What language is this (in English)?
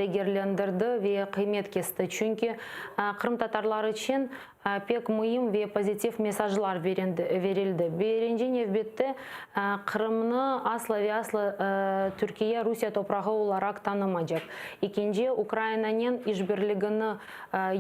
Crimean Tatar